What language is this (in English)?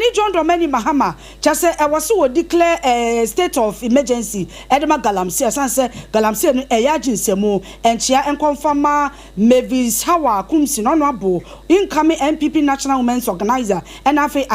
Akan